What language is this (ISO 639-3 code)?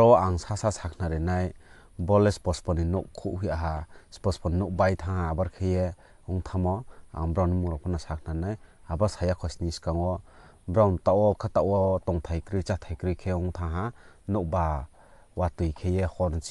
ria